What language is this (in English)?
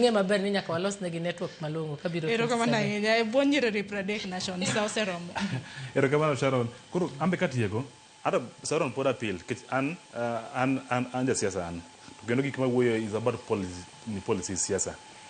Luo (Kenya and Tanzania)